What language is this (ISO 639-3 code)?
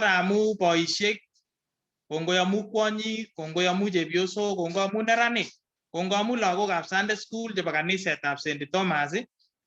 kln